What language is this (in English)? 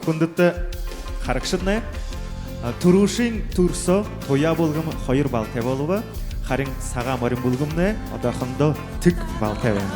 Buriat